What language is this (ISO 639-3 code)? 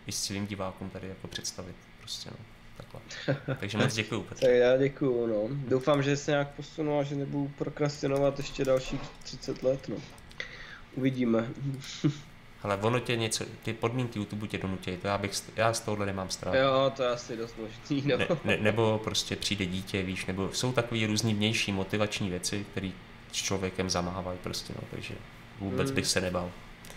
ces